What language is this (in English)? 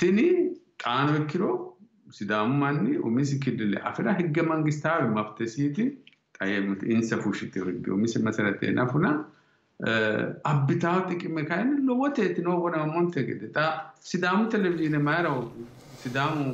Sidamo